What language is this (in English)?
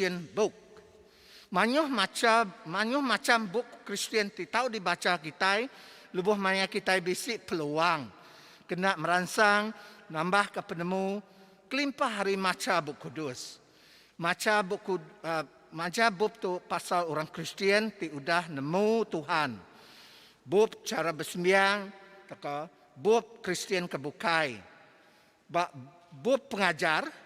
Iban